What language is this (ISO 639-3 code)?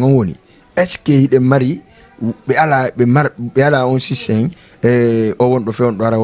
ful